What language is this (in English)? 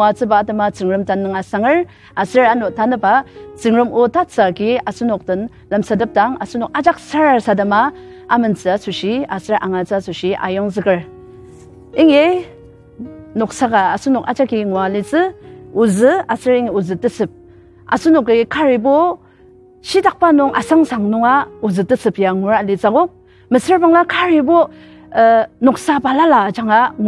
Ao Naga